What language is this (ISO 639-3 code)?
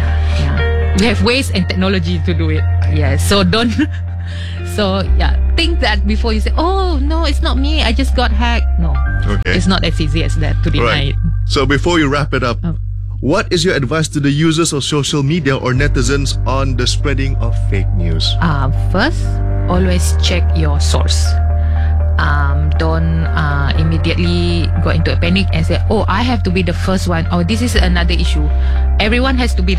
eng